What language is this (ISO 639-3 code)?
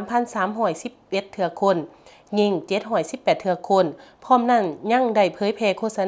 lao